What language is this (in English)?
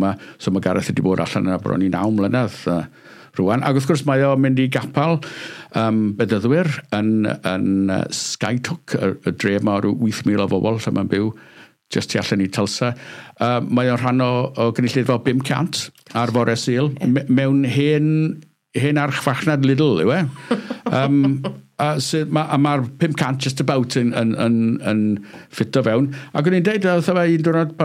Welsh